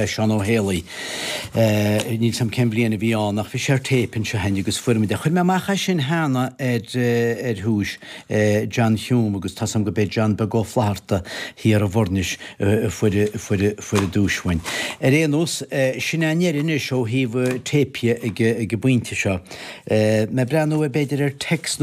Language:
Irish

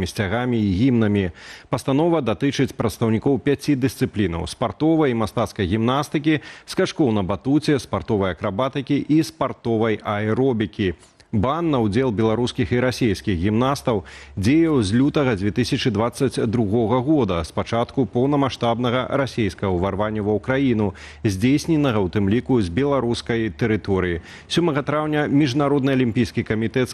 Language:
Belarusian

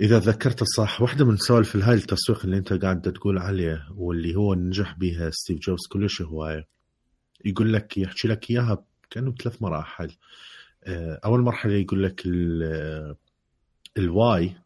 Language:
Mesopotamian Arabic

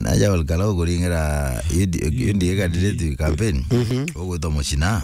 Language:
Meru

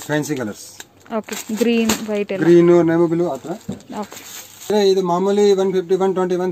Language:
Kannada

